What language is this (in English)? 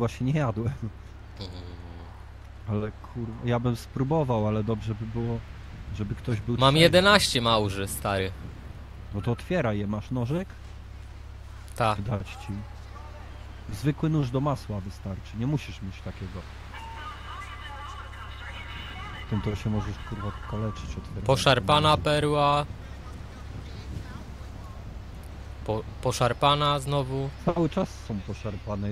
Polish